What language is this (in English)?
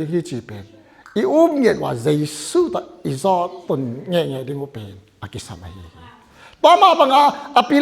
Tedim Chin